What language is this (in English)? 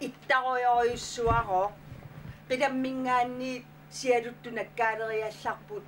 Kalaallisut